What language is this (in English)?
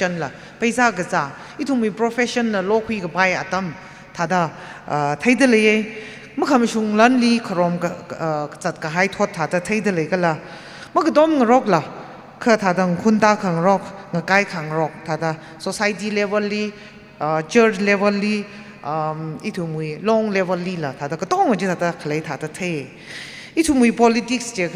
Tangkhul Naga (India)